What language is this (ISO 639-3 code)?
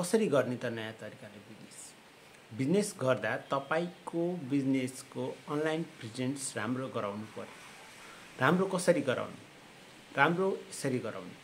nep